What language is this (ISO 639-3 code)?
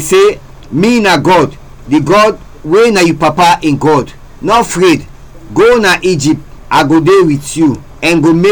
kri